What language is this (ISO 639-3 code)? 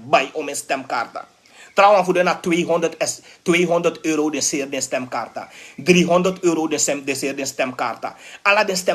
srn